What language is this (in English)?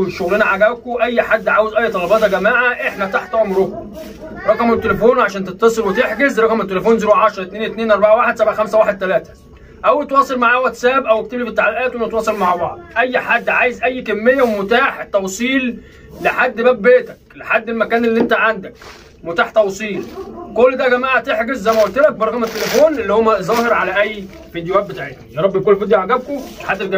Egyptian Arabic